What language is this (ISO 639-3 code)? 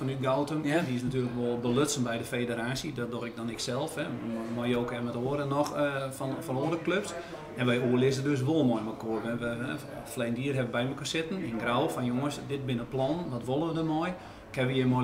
nld